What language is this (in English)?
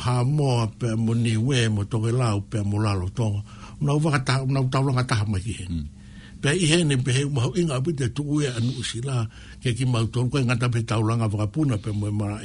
Tongan